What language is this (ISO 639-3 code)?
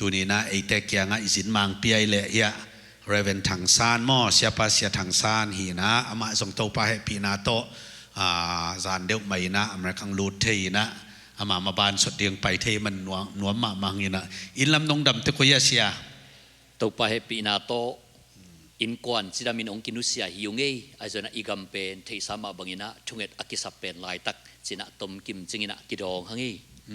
ctd